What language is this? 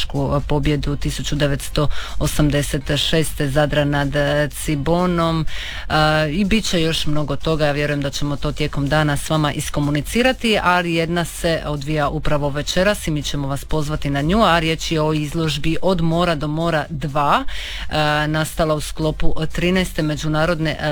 Croatian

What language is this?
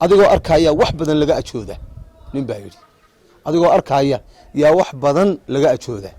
Somali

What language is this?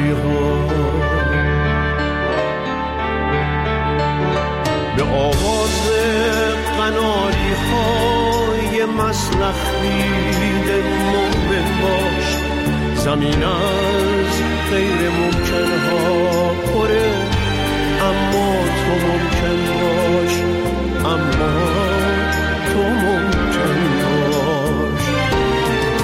Persian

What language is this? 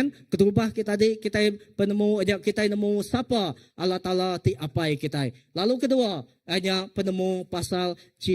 Iban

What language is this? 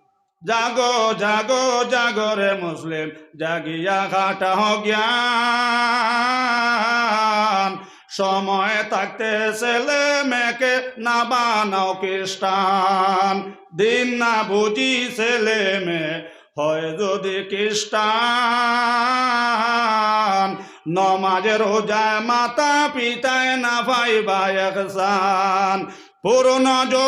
Sylheti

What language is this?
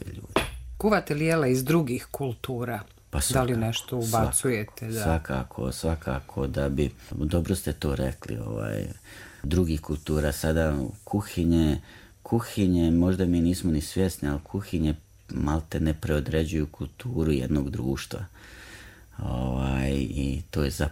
Serbian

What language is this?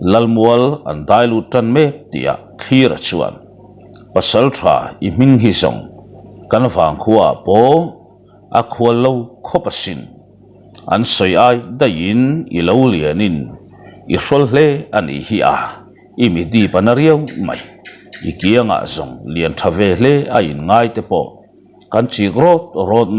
Mizo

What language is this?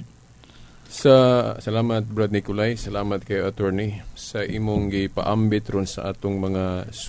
Cebuano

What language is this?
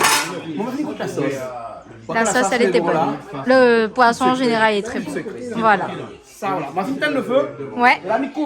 Réunion Creole French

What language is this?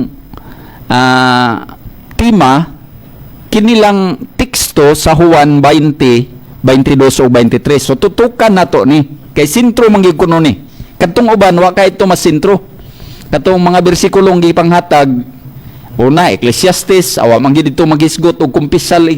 Cebuano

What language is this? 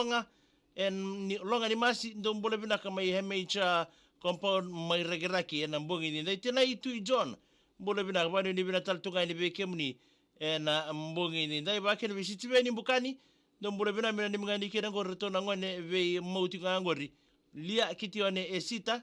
Fijian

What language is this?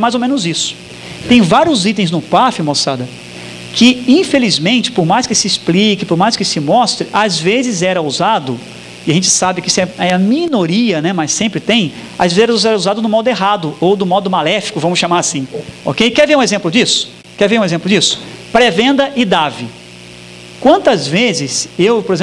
Portuguese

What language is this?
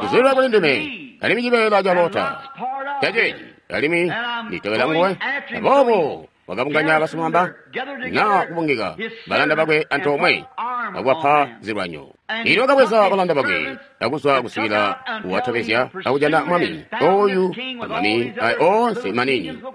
Tonga (Zambia)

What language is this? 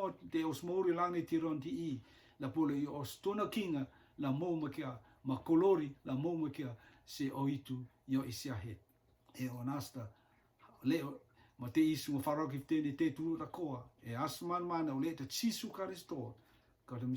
Rotuman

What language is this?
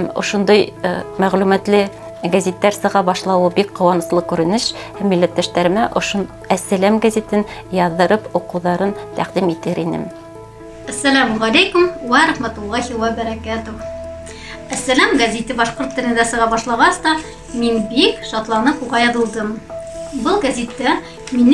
Bashkir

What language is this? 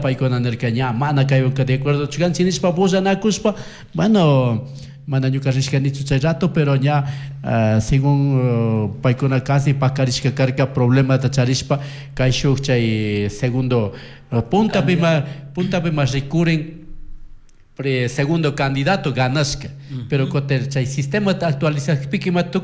Chimborazo Highland Quichua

